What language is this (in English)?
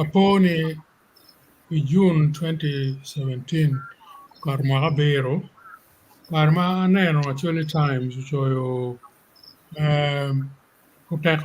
Acoli